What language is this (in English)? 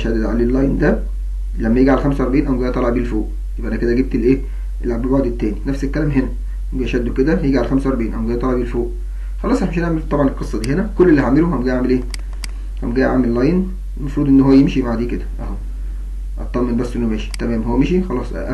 Egyptian Arabic